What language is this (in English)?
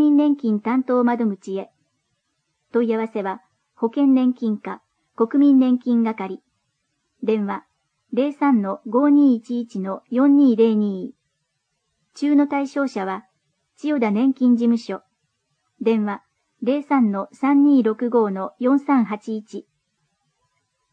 Japanese